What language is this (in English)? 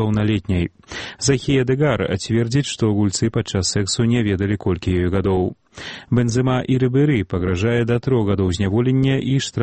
Belarusian